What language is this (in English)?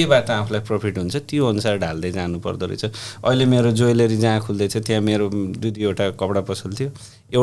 Nepali